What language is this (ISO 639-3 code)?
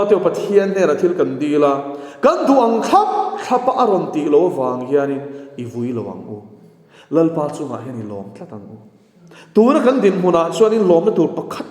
lus